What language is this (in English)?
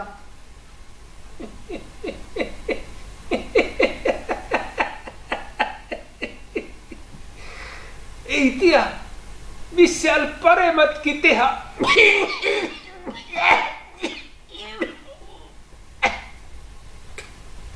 Estonian